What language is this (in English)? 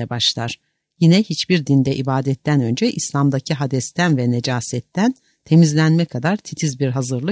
Turkish